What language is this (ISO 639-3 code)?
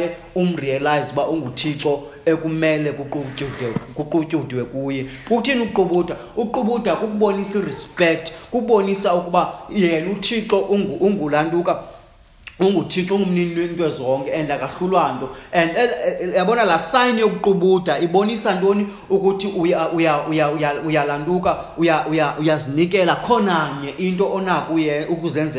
xho